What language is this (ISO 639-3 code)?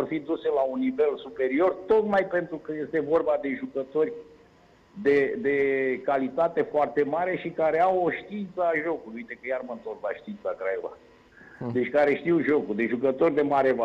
ron